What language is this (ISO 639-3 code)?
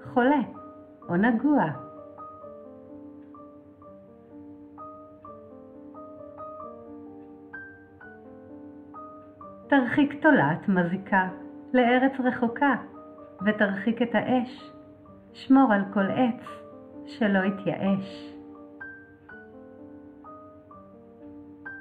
heb